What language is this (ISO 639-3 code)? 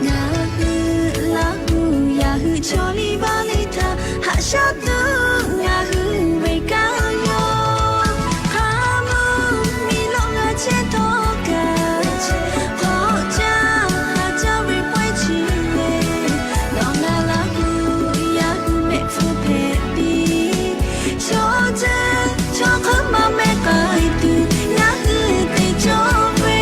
lhu